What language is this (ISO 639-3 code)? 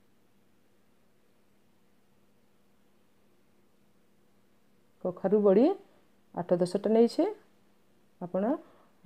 ori